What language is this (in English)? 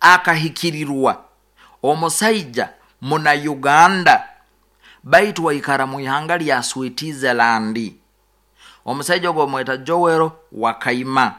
Nyoro